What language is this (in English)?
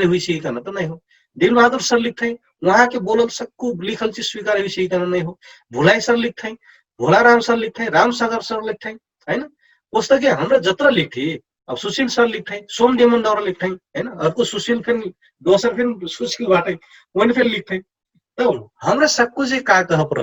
Dangaura Tharu